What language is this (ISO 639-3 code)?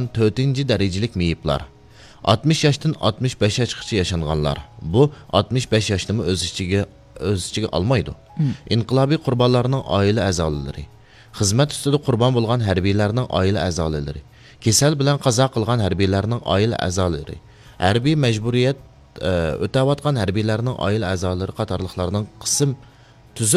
uig